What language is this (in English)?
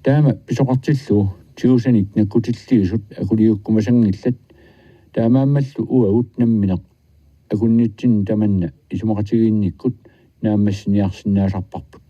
Kalaallisut